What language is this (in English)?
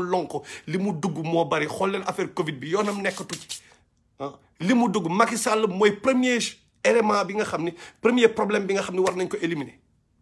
Wolof